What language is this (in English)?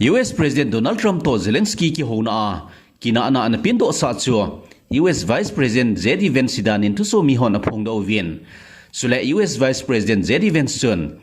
Thado Chin